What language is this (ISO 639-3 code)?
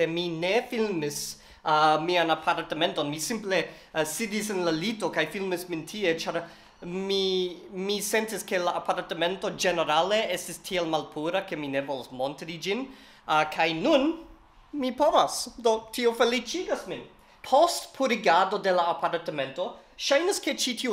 epo